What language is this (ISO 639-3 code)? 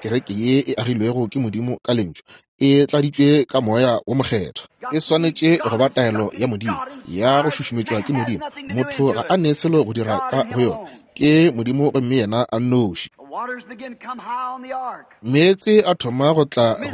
nso